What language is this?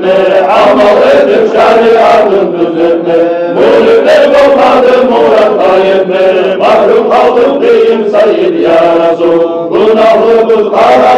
Kumyk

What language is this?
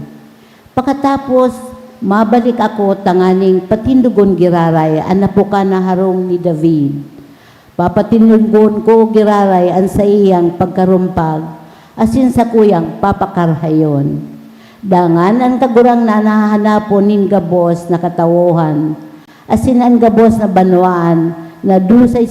Bikol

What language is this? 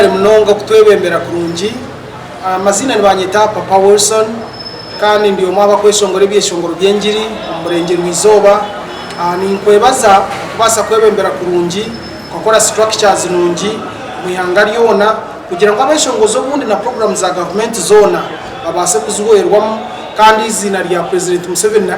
Nyankole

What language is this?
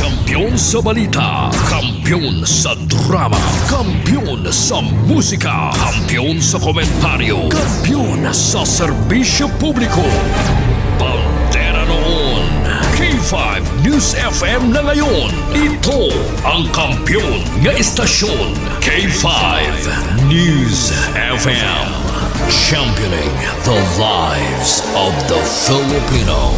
Hiligaynon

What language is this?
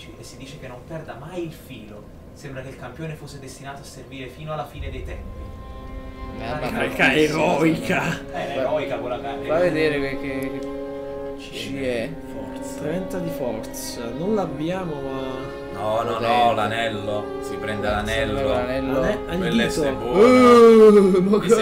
Italian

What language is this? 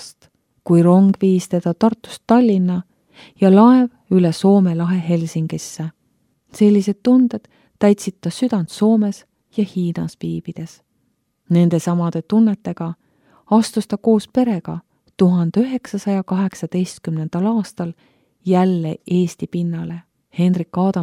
Estonian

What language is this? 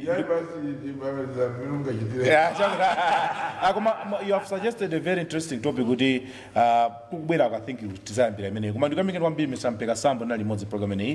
Nyanja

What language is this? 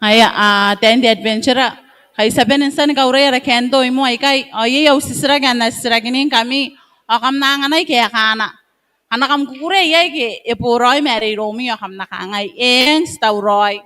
Gilbertese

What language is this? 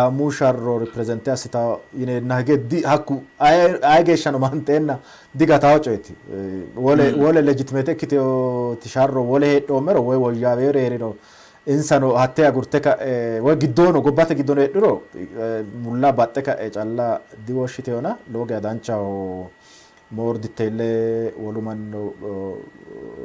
Sidamo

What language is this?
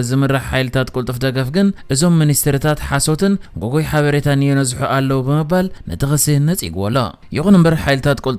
Tigrinya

